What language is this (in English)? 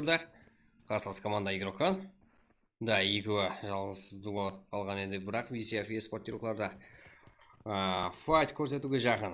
Kara-Kalpak